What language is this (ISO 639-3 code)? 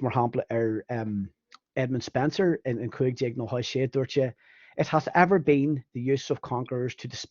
gle